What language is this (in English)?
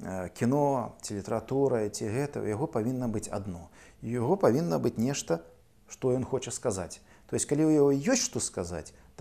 Belarusian